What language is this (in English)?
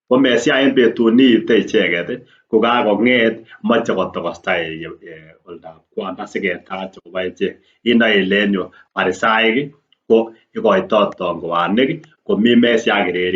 Kalenjin